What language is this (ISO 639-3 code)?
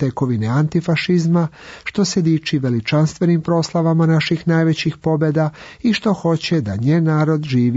srp